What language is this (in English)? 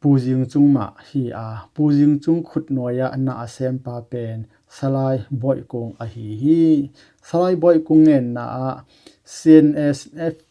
Tedim Chin